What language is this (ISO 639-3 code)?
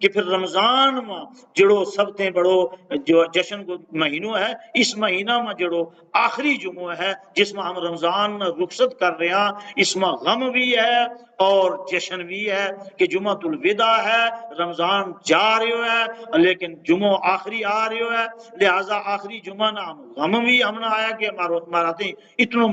gju